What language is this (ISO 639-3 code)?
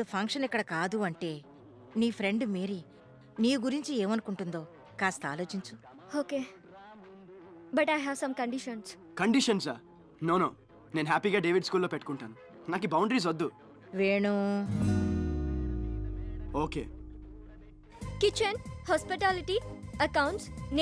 tel